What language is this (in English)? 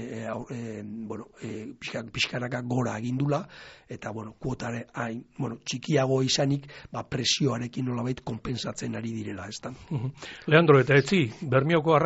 Basque